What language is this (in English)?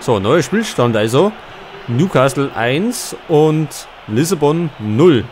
Bavarian